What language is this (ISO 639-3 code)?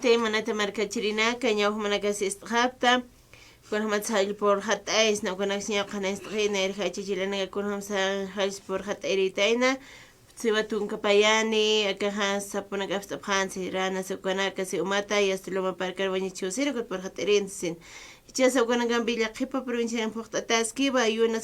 aym